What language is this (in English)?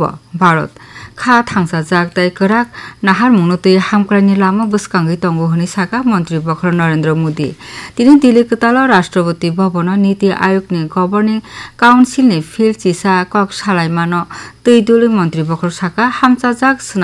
Kok Borok